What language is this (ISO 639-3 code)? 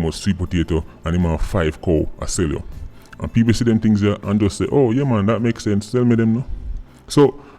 jam